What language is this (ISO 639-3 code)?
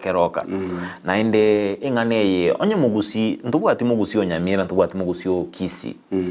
guz